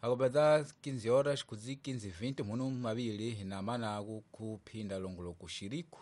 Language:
Tsonga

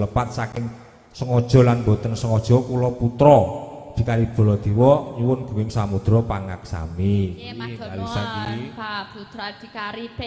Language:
Javanese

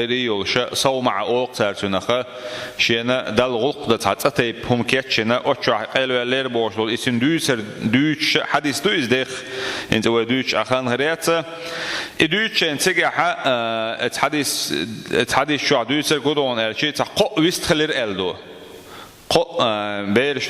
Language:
Chechen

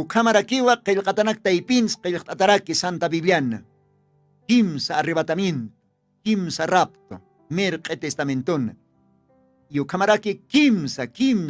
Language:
Aymara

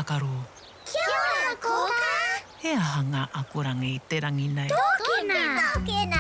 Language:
Māori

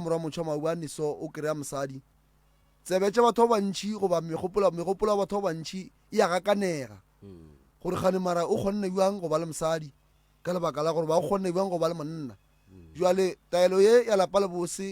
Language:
Northern Sotho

